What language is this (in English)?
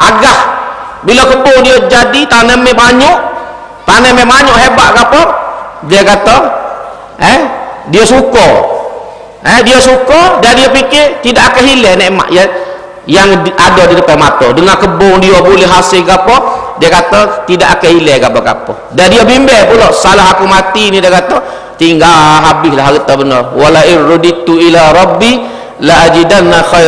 Malay